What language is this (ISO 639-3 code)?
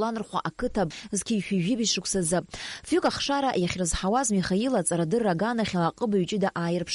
abk